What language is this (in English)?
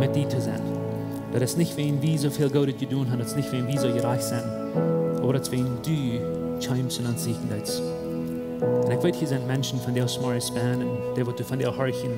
Plautdietsch